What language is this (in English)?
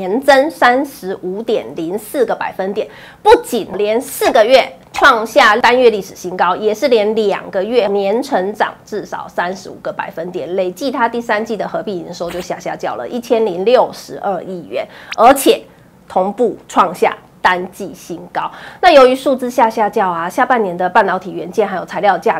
Chinese